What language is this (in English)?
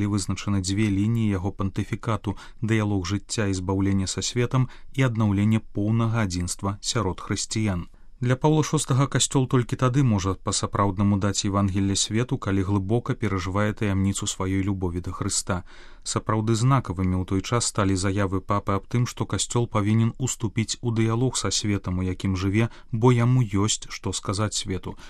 Belarusian